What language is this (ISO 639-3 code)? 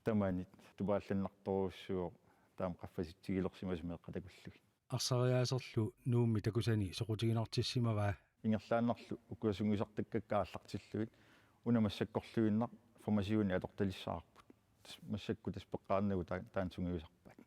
kal